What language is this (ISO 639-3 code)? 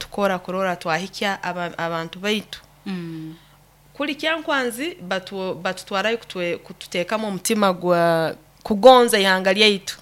nyo